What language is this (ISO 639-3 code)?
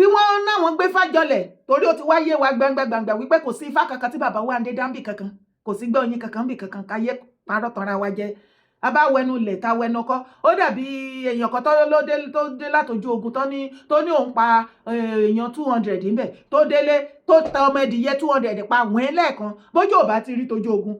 yor